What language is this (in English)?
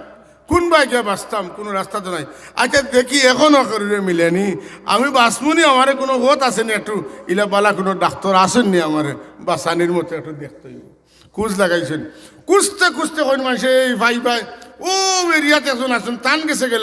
Sylheti